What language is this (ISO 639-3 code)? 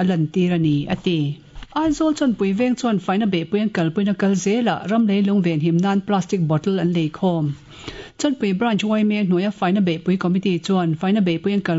lus